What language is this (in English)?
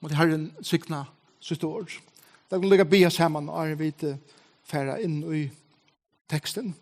Faroese